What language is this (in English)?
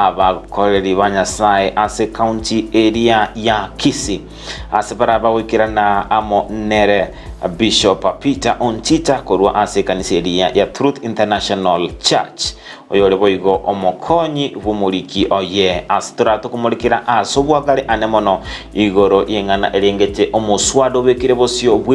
Gusii